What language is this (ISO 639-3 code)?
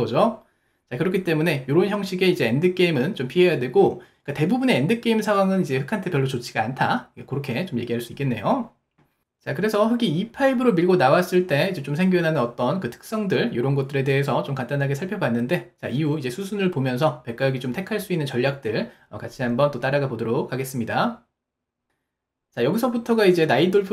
kor